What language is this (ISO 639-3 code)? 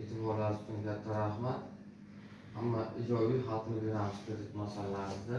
uzb